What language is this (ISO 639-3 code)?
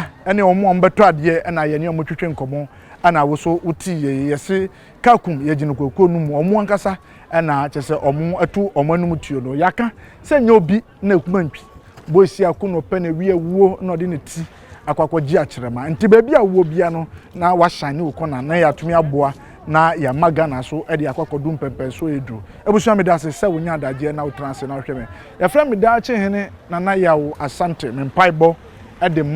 aka